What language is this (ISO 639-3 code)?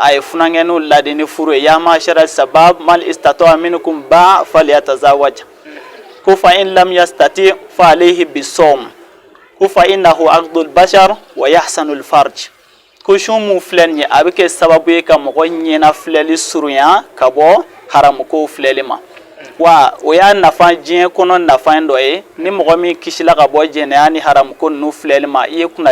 bam